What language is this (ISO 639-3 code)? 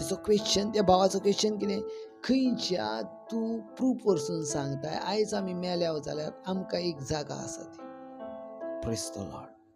kok